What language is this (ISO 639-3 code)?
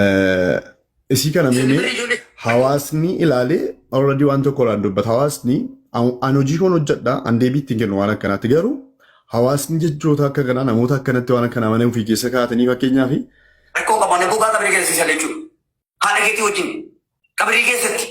orm